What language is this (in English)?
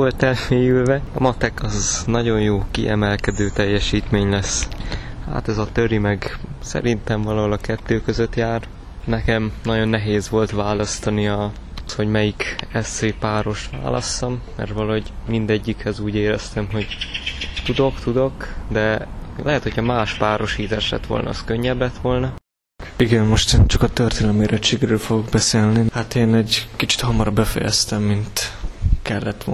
Hungarian